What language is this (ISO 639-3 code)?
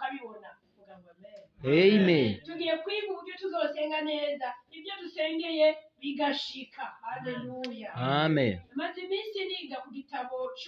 run